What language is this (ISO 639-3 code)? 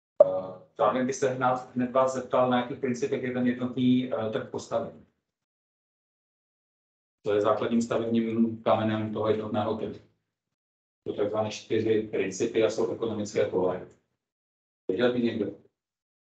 ces